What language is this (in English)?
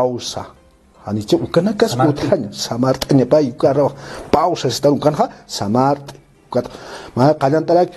Aymara